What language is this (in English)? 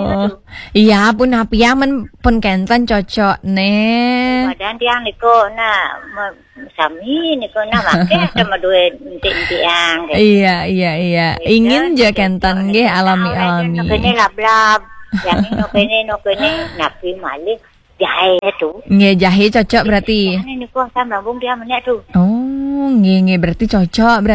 Balinese